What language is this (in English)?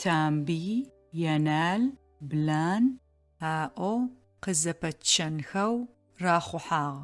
Adyghe